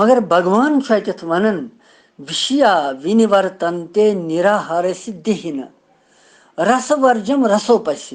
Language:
Kashmiri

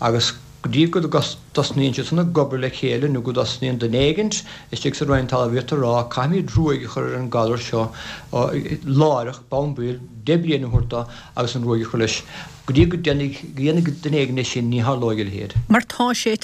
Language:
Irish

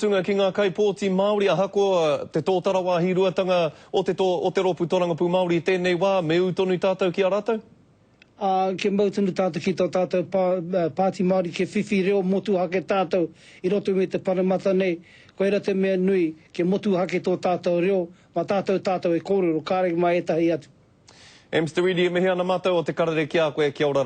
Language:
Māori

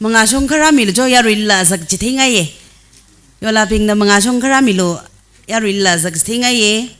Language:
Tangkhul Naga (India)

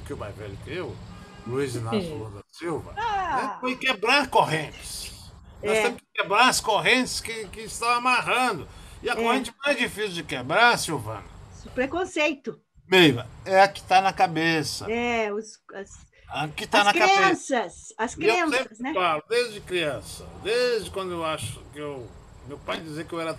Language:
Portuguese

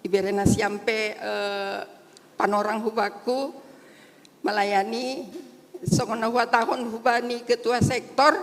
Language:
Batak Simalungun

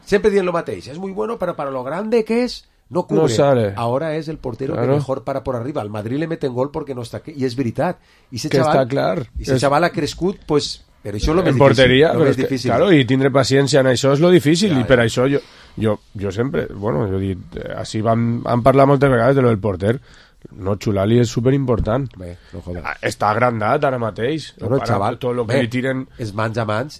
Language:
Catalan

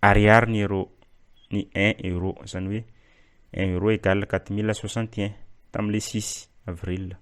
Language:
Malagasy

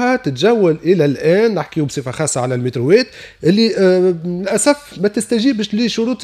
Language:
Tunisian Arabic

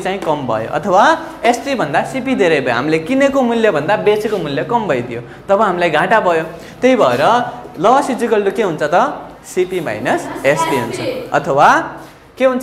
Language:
Nepali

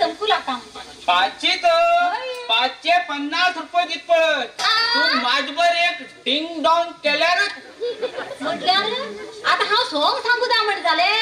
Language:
Konkani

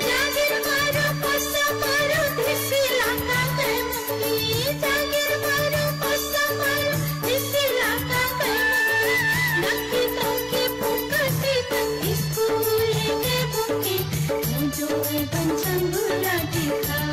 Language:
Newari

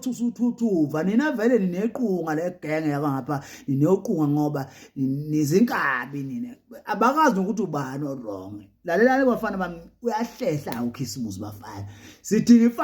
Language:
Zulu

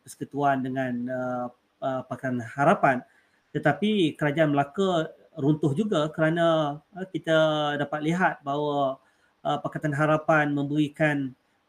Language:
Malay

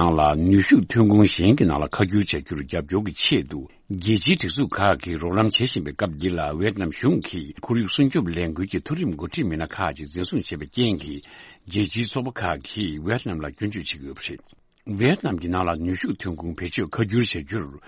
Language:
Tibetan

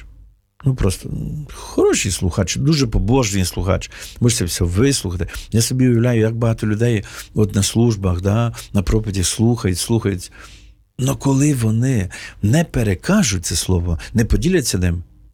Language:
Ukrainian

